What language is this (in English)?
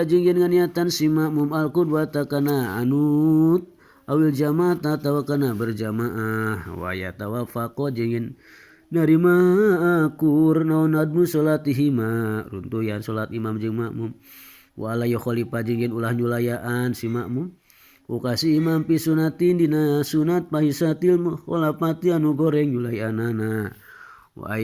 Sundanese